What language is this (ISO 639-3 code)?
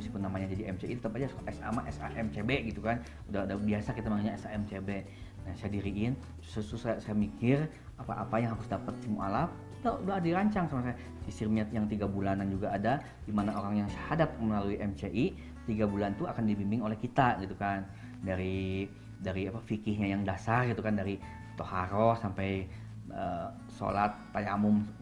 ind